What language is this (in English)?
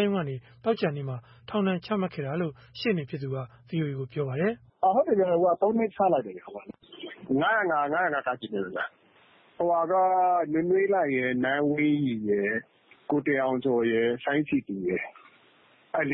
Burmese